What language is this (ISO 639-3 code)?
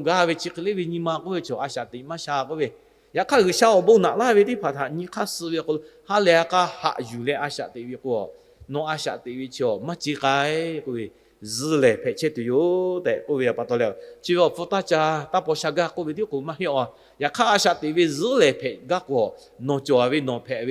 lhu